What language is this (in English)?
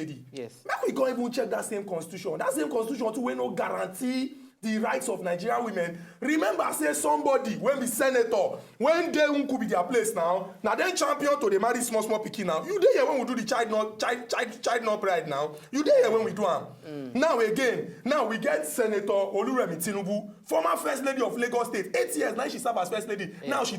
Nigerian Pidgin